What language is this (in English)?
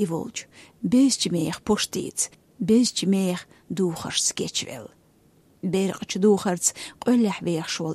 Chechen